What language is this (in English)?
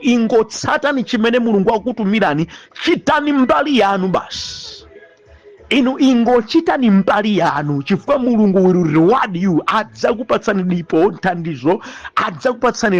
Nyanja